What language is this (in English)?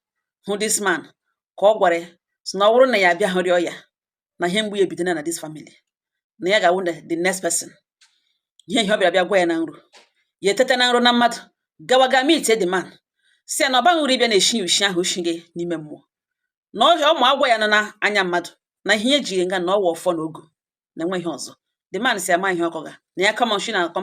Igbo